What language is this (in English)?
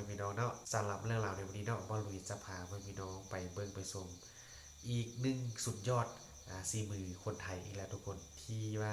Lao